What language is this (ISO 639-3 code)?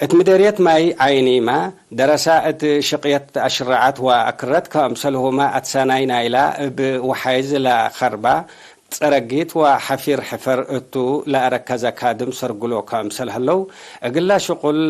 tig